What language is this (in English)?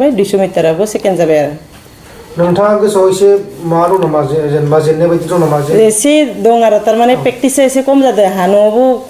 Bodo